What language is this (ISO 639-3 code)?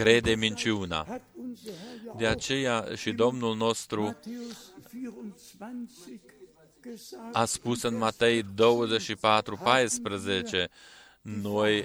ron